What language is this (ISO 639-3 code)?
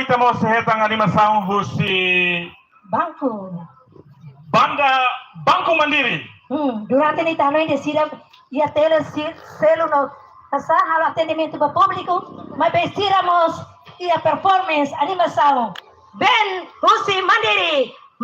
tet